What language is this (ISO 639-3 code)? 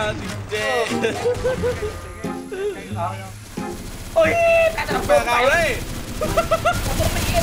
vie